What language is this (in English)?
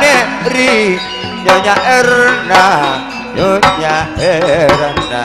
Madurese